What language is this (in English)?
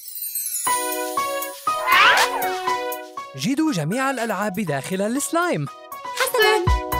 Arabic